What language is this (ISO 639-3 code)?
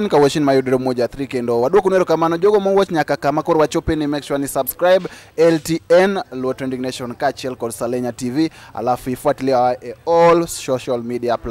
luo